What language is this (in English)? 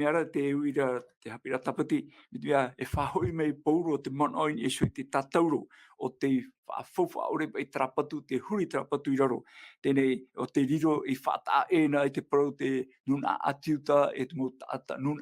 Tahitian